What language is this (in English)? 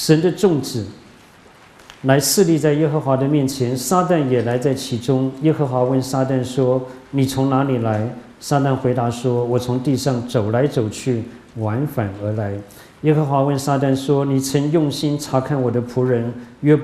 Chinese